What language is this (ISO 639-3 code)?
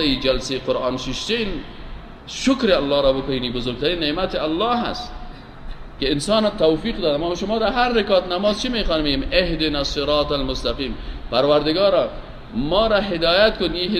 tgk